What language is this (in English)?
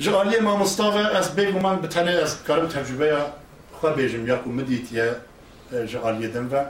Kurdish